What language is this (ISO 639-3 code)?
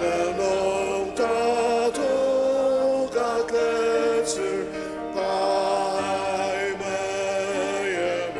njo